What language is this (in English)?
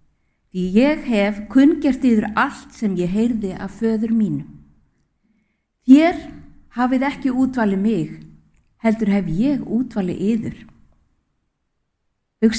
Icelandic